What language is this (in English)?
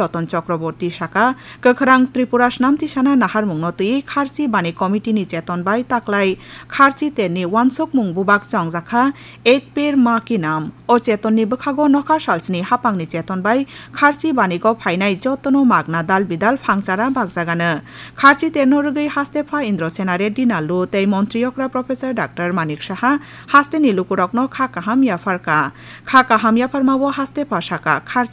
Kok Borok